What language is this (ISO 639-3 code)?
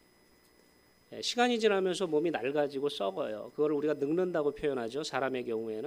kor